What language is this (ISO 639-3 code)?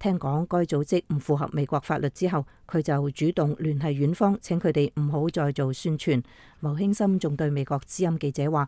yue